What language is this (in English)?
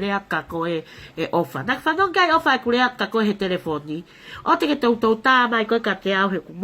Tongan